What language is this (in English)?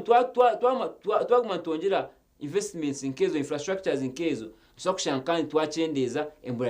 Nyankole